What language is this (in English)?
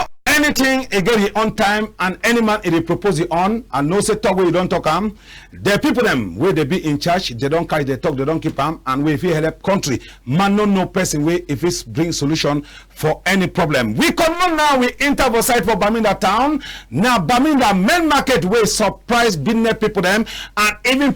Cameroon Pidgin